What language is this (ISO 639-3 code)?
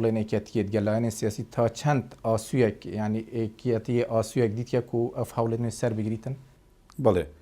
ckb